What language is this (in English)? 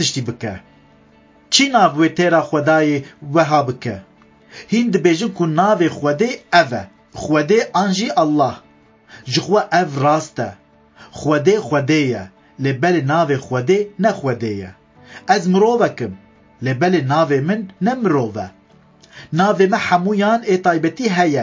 Kurdish